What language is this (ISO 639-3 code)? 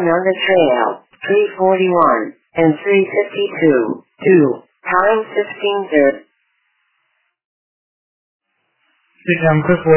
eng